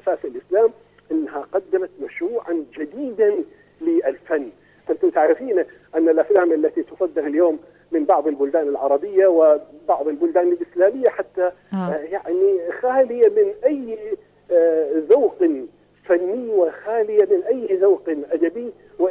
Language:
Arabic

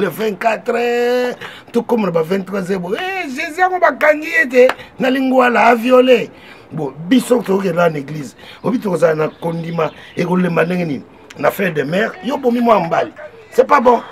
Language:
Lingala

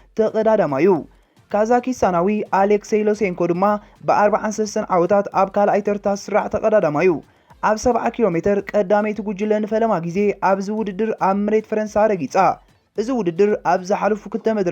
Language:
Tigrinya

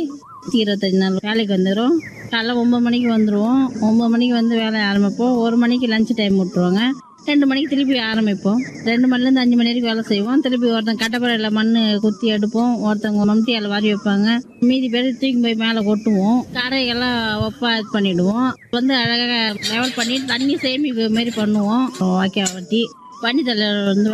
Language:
Tamil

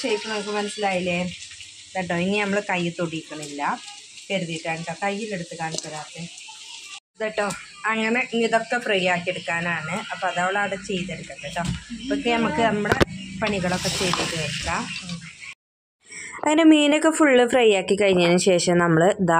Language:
Malayalam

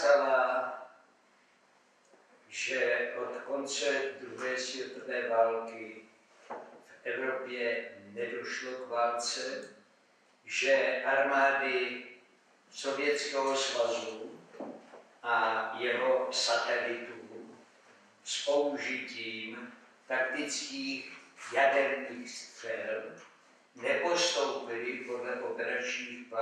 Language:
Czech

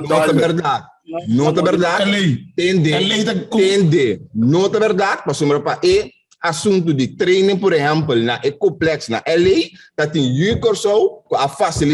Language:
Papiamento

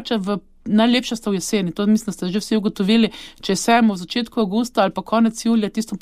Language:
Slovenian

